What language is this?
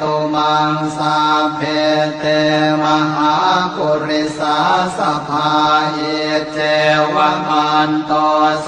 Pali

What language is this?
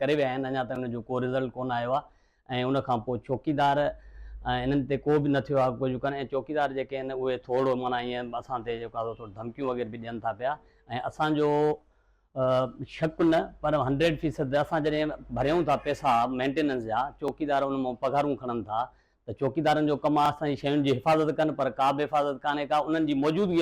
Sindhi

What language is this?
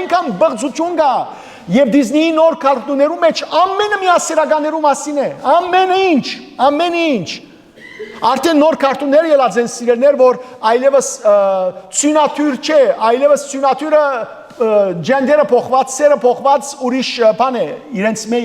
Western Armenian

